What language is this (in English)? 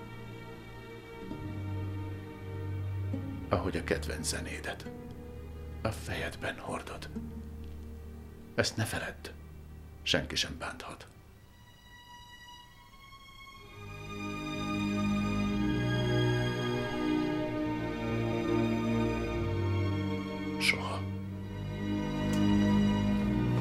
Hungarian